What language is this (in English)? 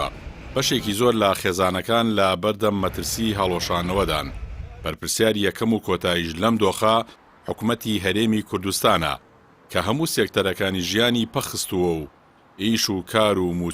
Central Kurdish